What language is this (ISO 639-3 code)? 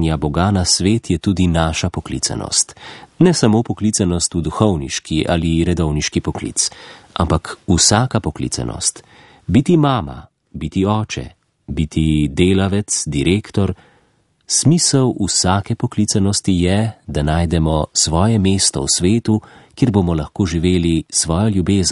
slv